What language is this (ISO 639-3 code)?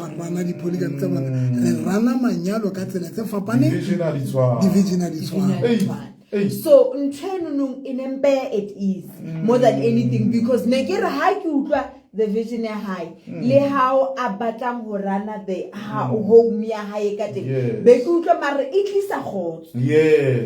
sot